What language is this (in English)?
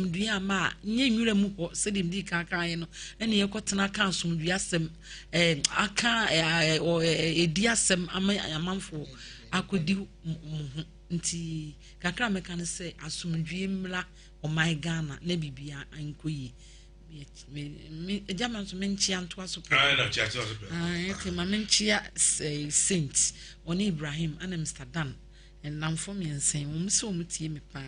Akan